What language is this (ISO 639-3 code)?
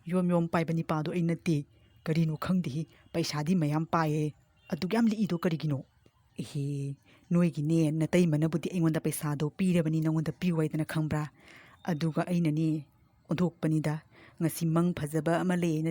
mni